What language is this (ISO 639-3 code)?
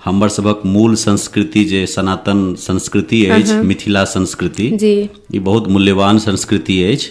mai